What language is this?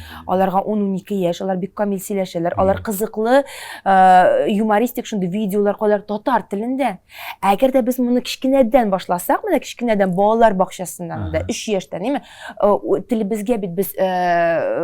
Tatar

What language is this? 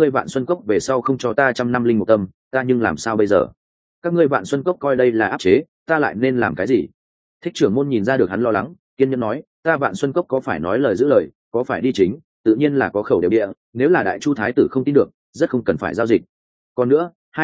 Vietnamese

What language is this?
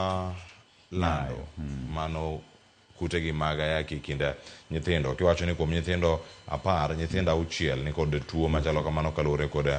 Luo (Kenya and Tanzania)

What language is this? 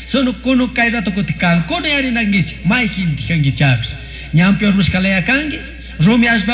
Chimborazo Highland Quichua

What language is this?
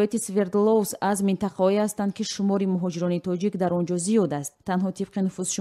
Tajik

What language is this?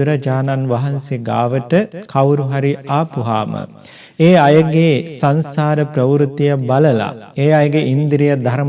Sinhala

